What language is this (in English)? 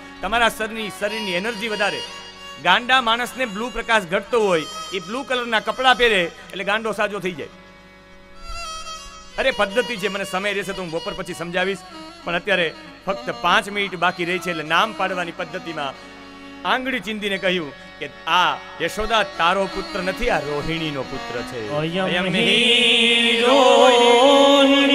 Gujarati